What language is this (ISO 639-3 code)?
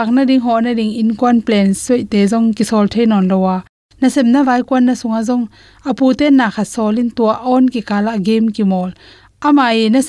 ctd